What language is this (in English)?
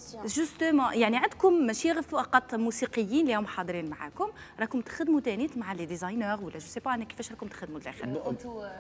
Algerian Arabic